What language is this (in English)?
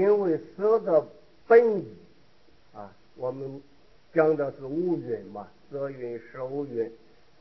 Chinese